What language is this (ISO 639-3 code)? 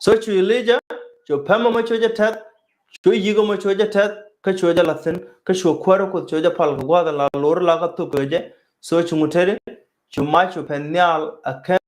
nus